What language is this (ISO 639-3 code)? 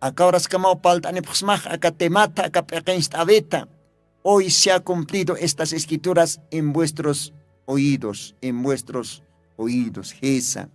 aym